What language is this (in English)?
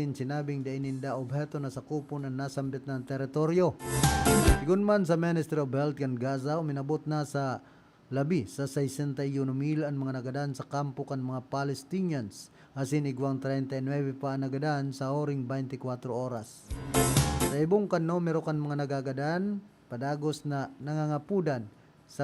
Bikol